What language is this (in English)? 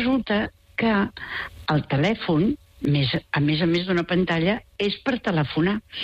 Catalan